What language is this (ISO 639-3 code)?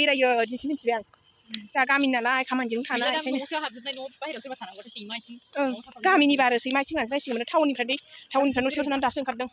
brx